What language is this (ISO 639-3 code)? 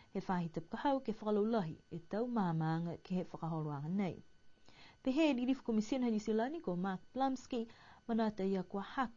niu